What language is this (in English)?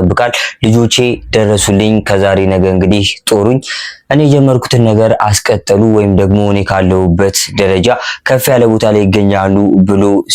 Amharic